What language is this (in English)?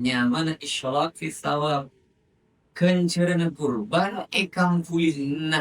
Madurese